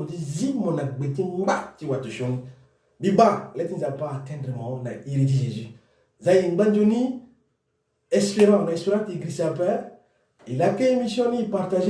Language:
Sango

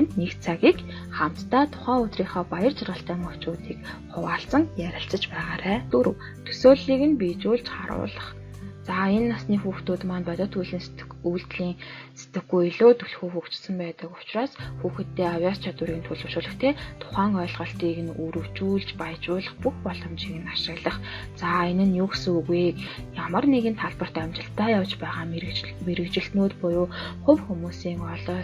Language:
Mongolian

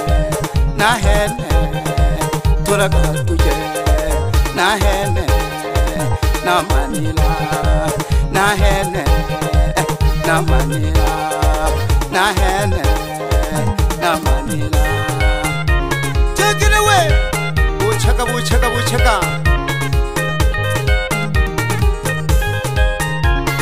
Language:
Swahili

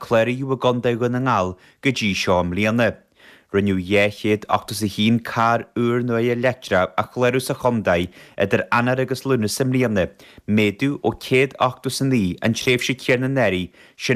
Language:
Irish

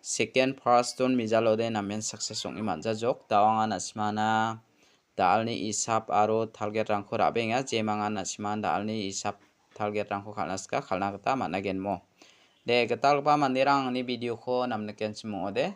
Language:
Garo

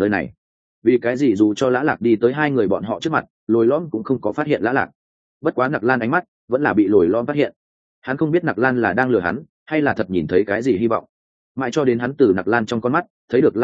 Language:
Vietnamese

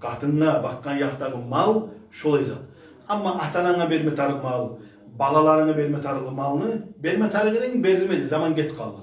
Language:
Kumyk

